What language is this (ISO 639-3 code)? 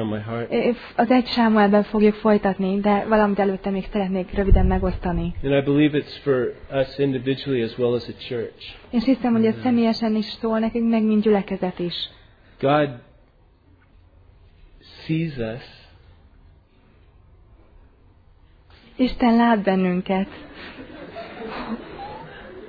hun